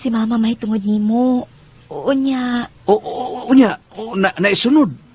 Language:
Cebuano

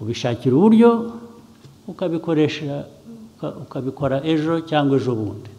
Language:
Kinyarwanda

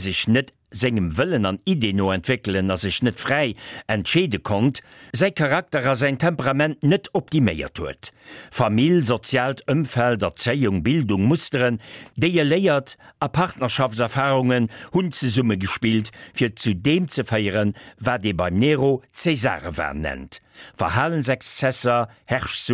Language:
Luxembourgish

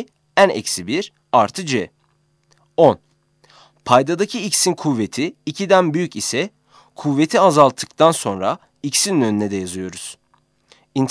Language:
Turkish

